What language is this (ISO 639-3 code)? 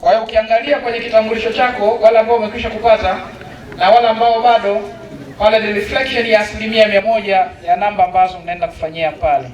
swa